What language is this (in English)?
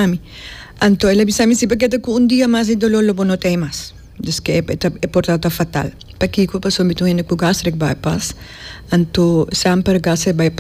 Papiamento